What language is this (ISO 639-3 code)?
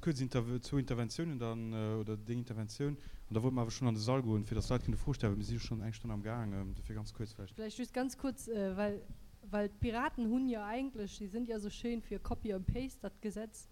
ltz